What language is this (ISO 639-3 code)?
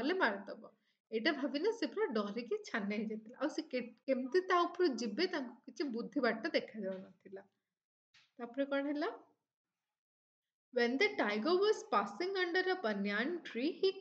ori